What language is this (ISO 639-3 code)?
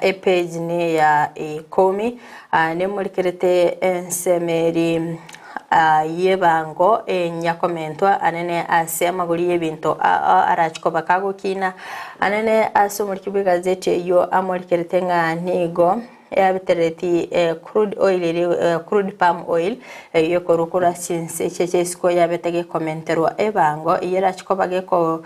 guz